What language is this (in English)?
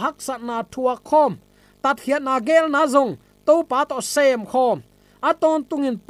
Tedim Chin